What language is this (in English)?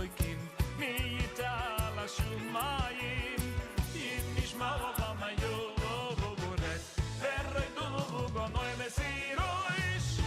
Yiddish